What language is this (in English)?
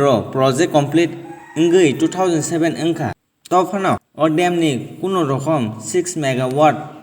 Kok Borok